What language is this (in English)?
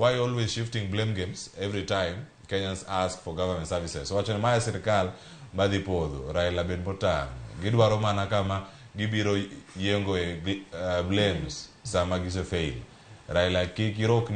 Luo (Kenya and Tanzania)